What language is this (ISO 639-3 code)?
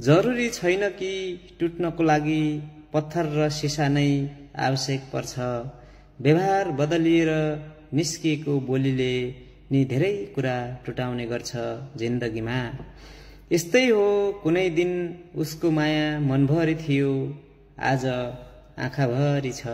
nep